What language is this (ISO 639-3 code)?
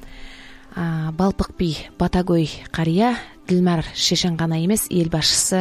kaz